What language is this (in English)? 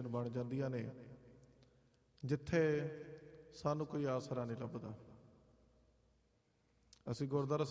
Punjabi